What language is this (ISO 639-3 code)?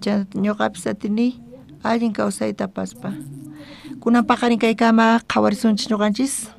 quh